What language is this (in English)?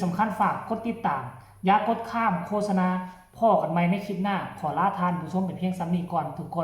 Northeastern Thai